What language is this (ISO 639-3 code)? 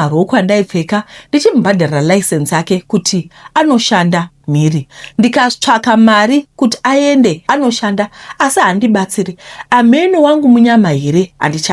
sna